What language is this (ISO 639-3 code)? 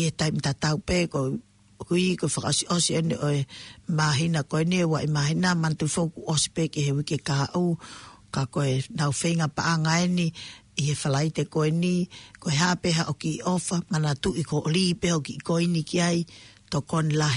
ton